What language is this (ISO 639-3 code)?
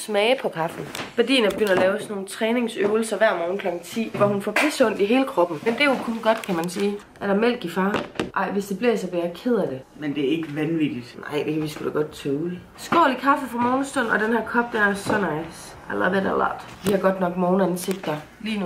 dan